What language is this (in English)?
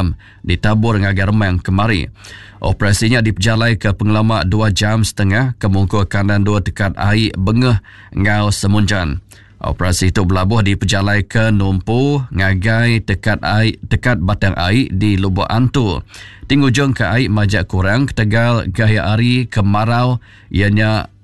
Iban